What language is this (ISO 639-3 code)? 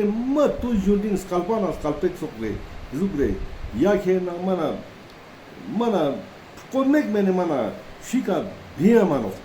lbj